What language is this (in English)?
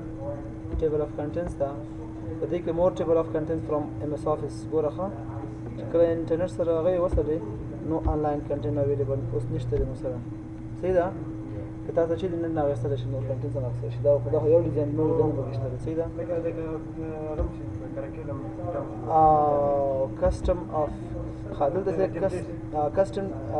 Pashto